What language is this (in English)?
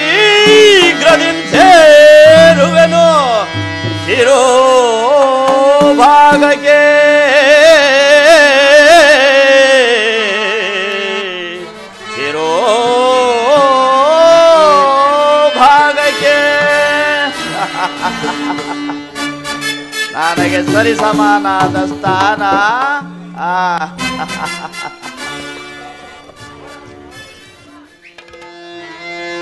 Kannada